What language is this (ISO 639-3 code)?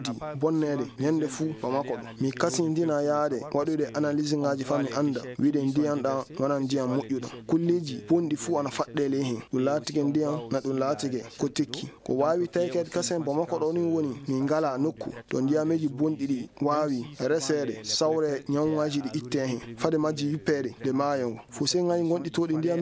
ful